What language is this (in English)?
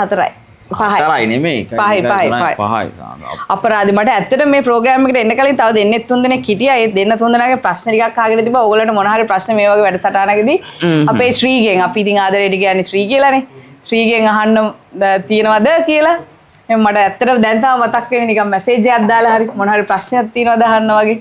Sinhala